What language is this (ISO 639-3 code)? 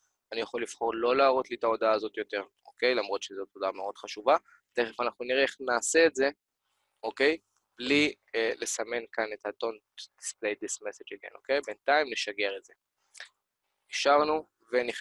heb